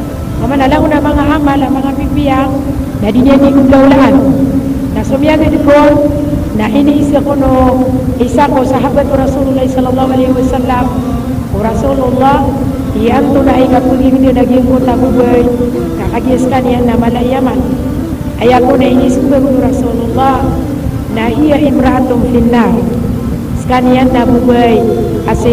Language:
Maranao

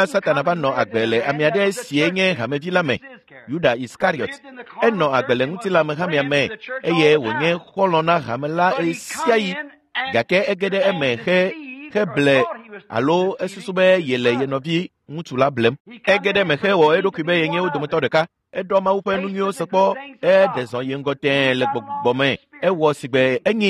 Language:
Ewe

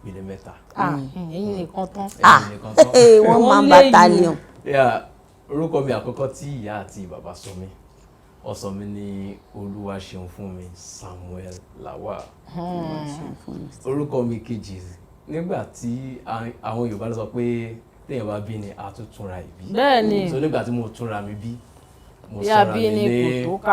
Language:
Yoruba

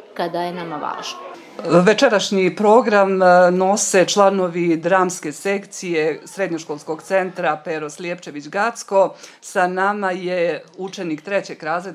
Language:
Serbian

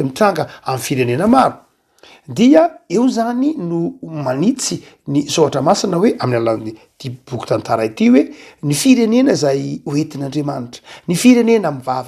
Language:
Malagasy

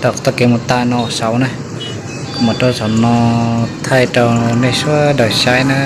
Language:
Hmong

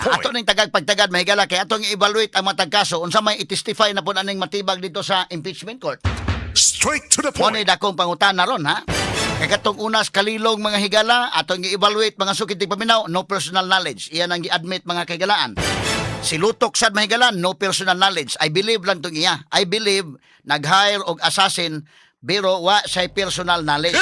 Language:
Cebuano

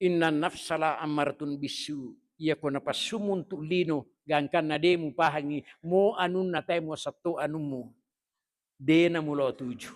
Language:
Buginese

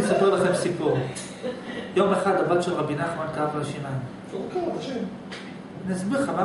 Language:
Hebrew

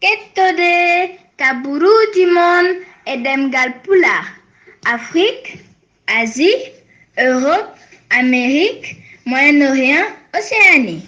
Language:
Fula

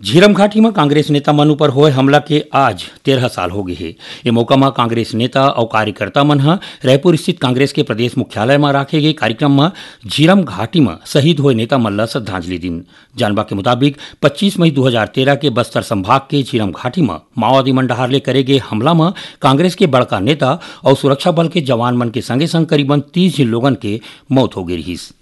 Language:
Chhattisgarhi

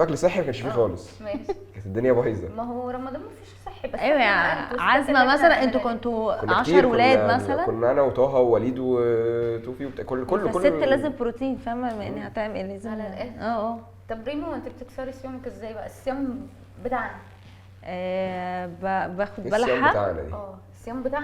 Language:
Egyptian Arabic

